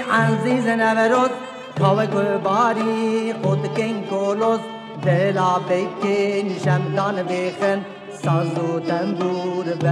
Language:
Kurdish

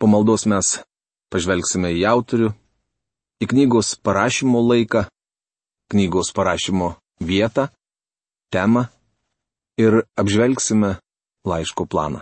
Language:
Lithuanian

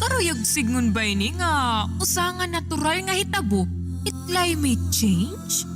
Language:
Waray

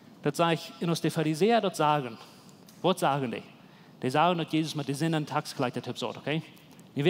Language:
Plautdietsch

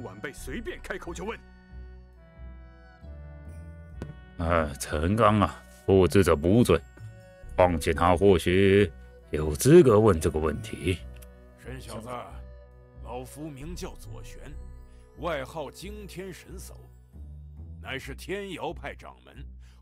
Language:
Chinese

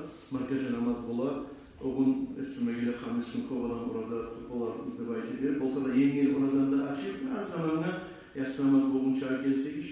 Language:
Kumyk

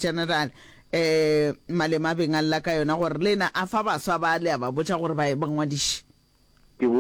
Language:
Northern Sotho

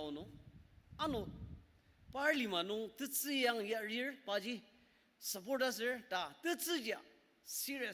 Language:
Ao Naga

